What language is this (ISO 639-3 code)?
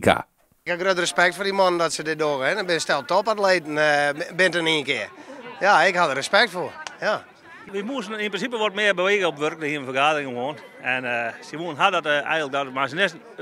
fry